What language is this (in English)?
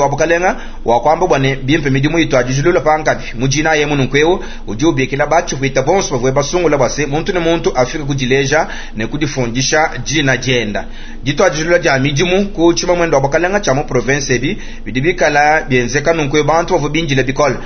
Luba-Lulua